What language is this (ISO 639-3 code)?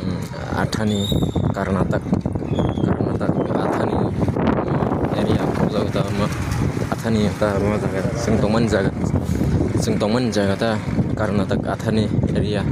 trp